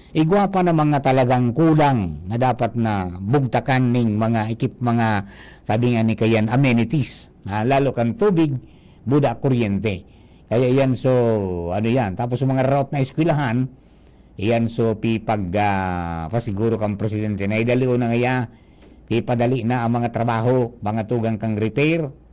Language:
Bikol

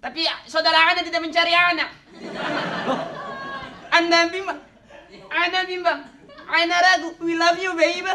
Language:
Betawi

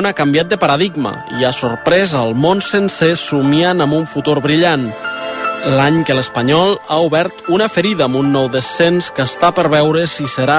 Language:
Catalan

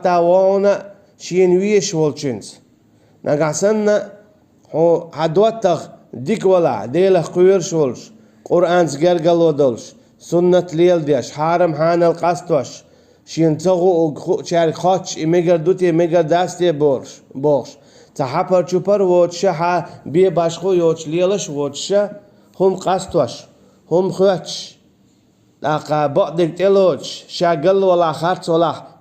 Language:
Chechen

